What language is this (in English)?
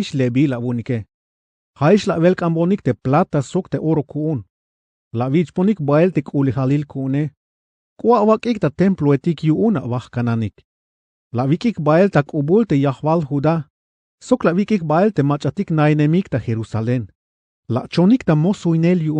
Tzeltal